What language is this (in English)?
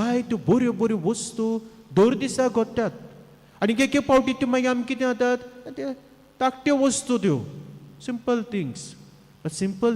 Konkani